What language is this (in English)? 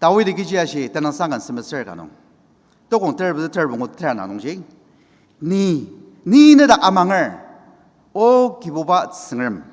Ao Naga